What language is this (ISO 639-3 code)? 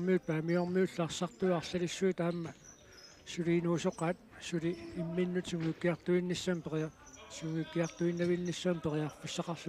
kal